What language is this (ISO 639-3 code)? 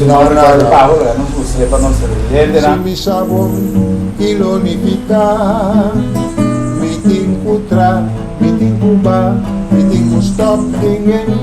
pap